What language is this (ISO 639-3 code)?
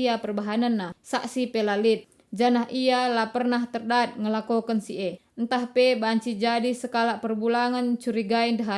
btx